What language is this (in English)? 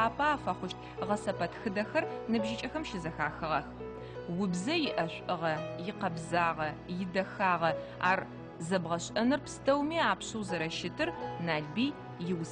Adyghe